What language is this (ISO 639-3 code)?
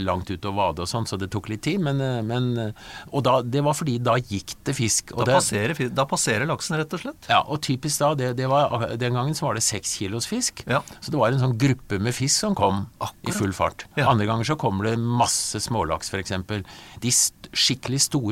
nor